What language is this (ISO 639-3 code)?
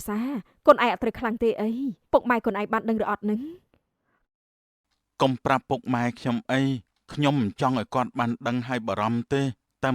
khm